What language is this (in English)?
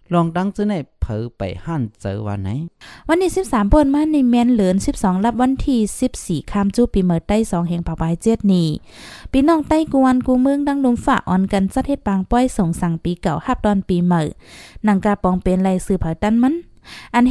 Shan